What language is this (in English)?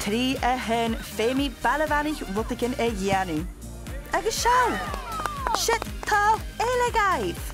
Scottish Gaelic